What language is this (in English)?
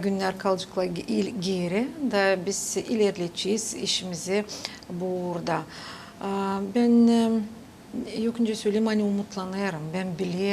Gagauz